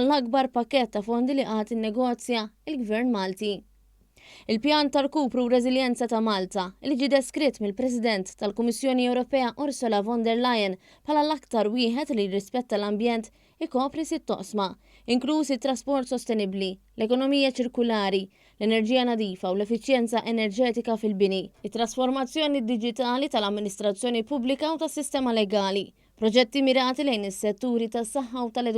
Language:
Maltese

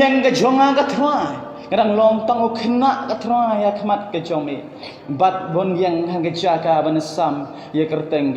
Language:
Khasi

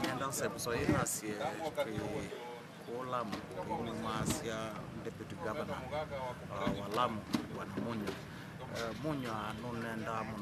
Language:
Kamba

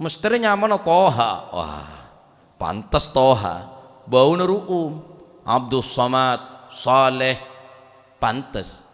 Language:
Madurese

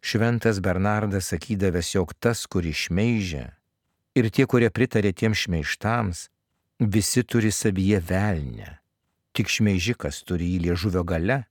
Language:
Lithuanian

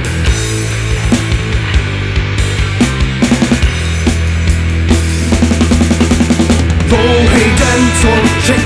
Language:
Czech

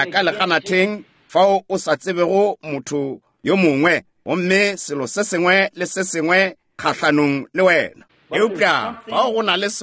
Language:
Northern Sotho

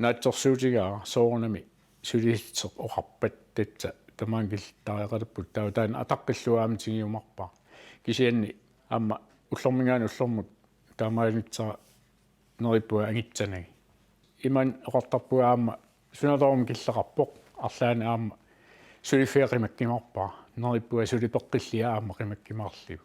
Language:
Kalaallisut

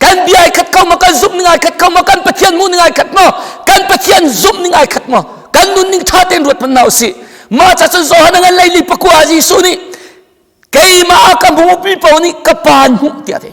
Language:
Hakha Chin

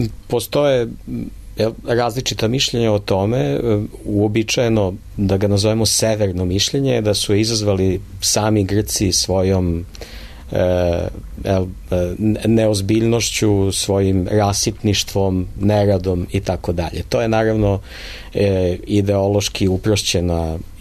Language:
Serbian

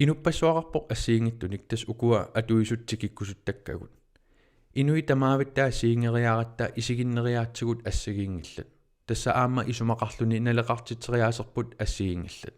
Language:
Kalaallisut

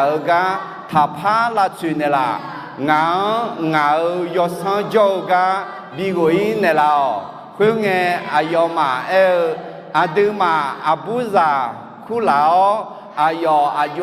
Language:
Akha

